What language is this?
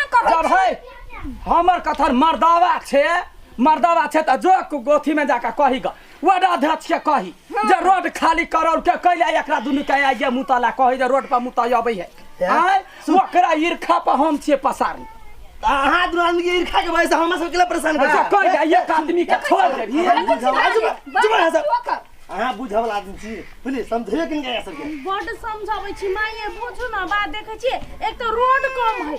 Maithili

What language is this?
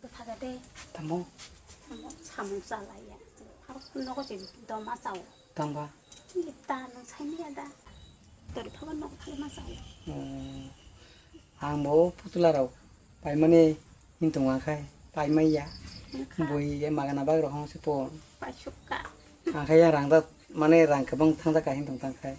Kok Borok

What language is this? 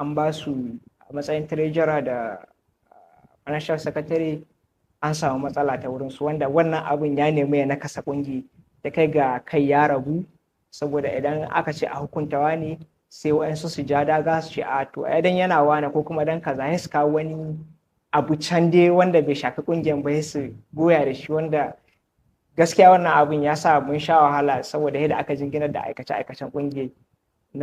Hausa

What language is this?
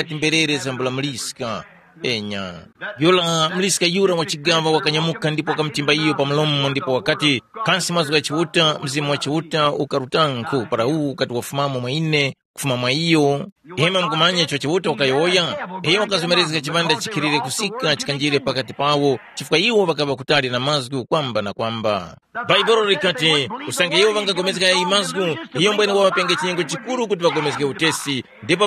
Tumbuka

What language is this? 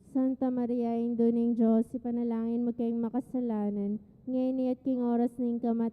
Pampanga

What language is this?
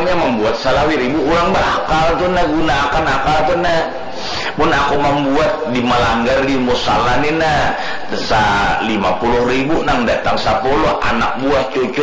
Banjar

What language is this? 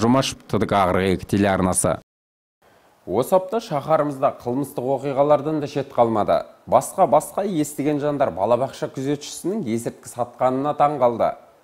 Kazakh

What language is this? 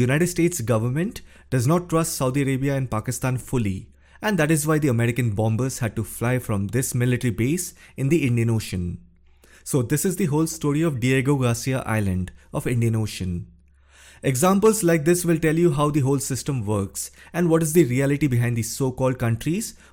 English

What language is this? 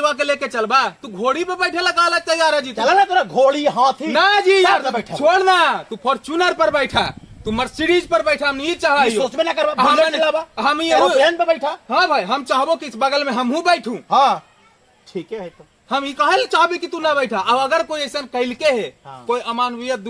Magahi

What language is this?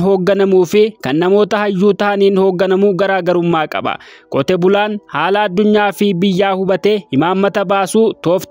Oromo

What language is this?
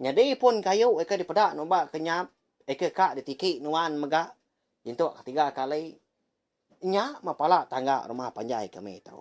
Iban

